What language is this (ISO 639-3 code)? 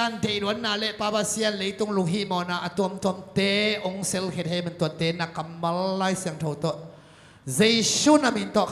ctd